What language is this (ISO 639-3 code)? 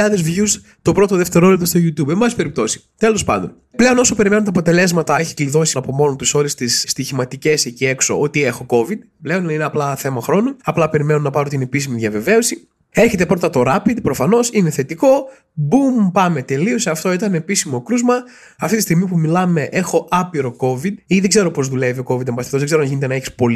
ell